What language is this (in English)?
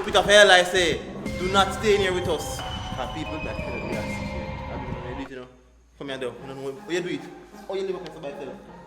Jamaican Creole English